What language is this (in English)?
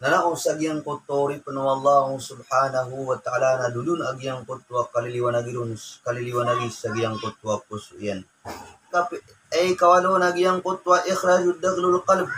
Maranao